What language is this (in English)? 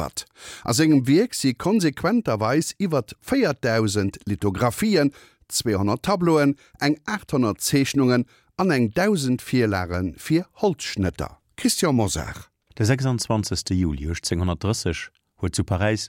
Luxembourgish